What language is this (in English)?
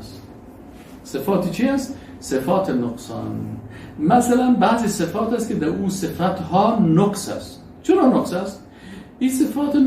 Persian